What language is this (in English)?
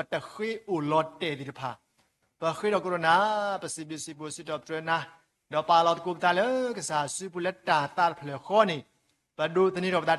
S'gaw Karen